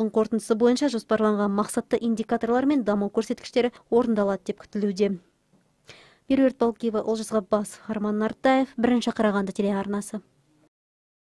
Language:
Kazakh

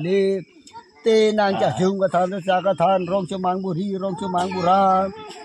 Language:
Karbi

